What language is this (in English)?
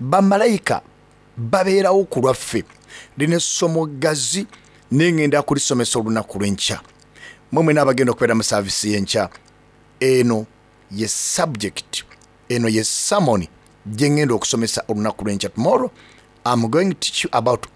Soga